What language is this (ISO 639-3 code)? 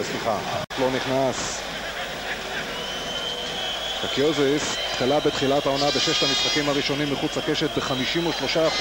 heb